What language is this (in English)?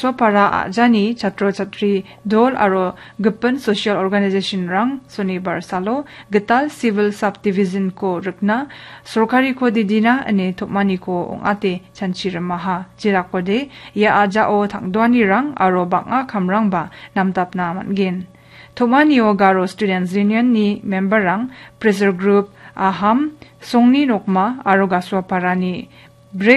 Garo